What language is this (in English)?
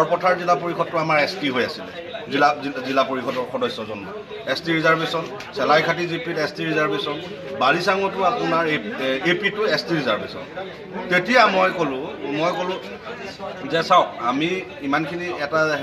Assamese